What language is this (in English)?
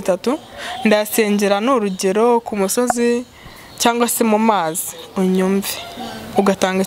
Kinyarwanda